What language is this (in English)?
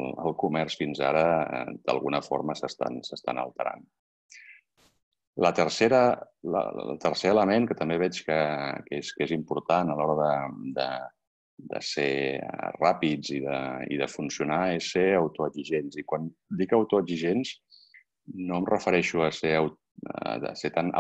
Catalan